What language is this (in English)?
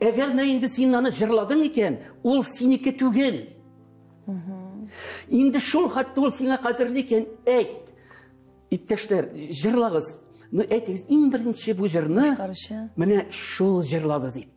Tatar